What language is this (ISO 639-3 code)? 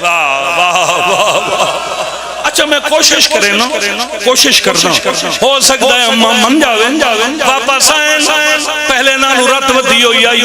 phr